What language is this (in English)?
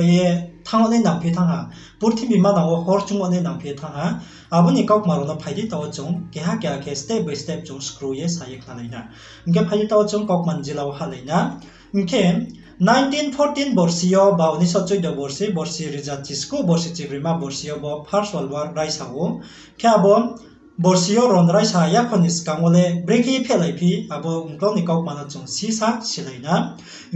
Riang (India)